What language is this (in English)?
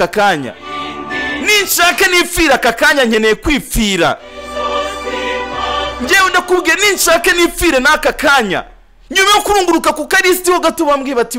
Kinyarwanda